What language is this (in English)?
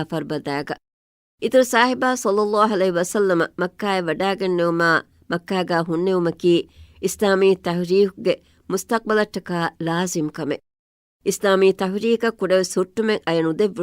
Divehi